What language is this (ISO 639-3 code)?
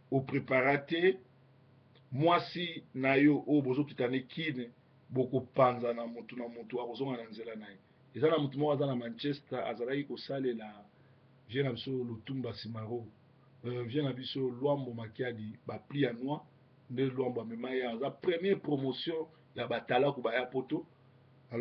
lin